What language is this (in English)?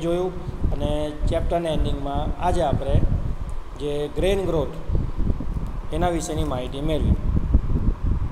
Gujarati